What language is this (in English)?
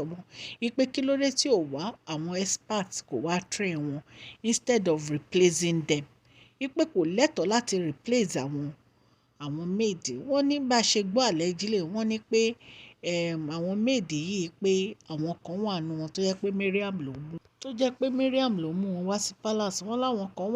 Yoruba